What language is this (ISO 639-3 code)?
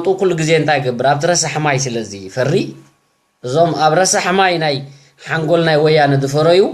tir